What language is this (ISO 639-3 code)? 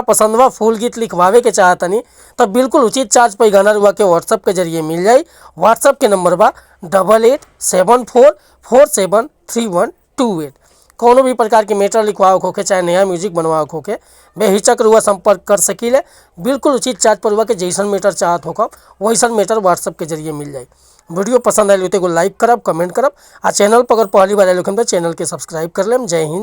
bho